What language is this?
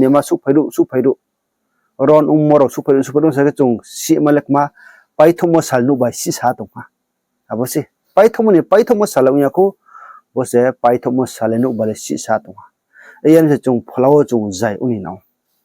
Riang (India)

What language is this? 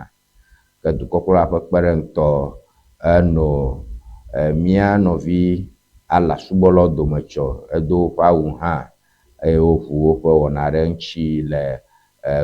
Ewe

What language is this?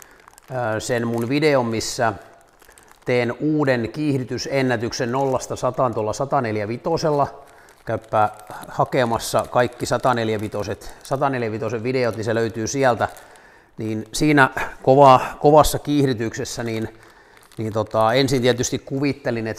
Finnish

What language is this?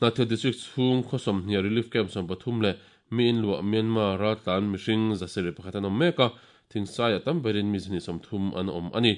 Mizo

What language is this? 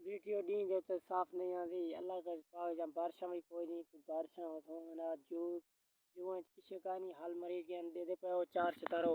Saraiki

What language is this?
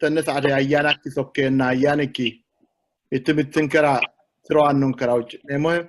Sidamo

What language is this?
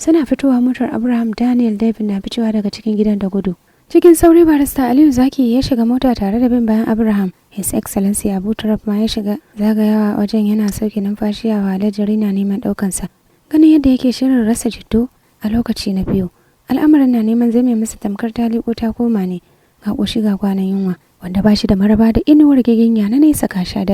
Hausa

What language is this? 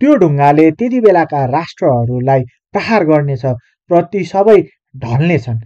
Nepali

